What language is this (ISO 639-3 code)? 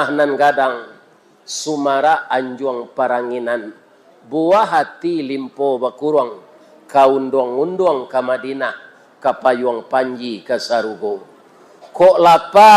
min